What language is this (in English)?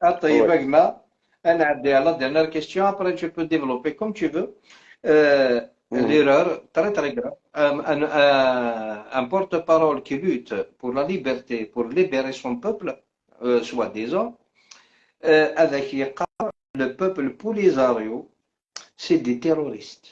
Algerian Arabic